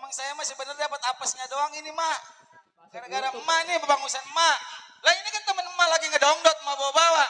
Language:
Betawi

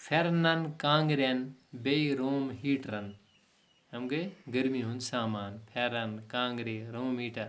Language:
Kashmiri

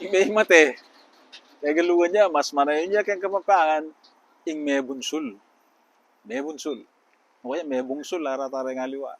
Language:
Pampanga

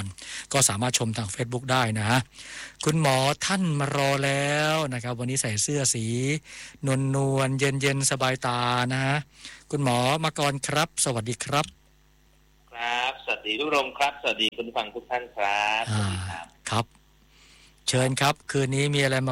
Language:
Thai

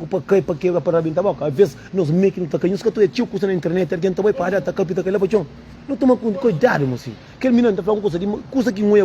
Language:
Kabuverdianu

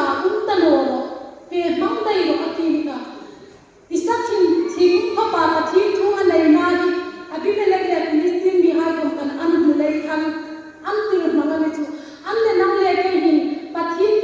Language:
Hmar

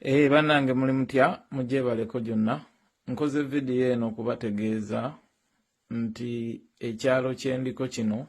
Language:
Ganda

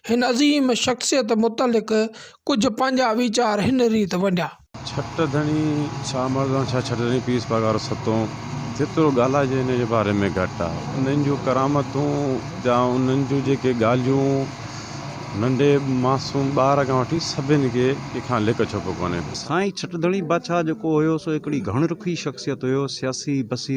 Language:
Sindhi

